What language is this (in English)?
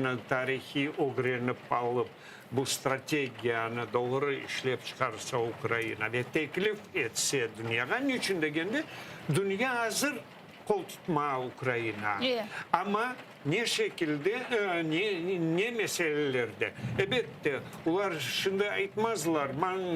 Crimean Tatar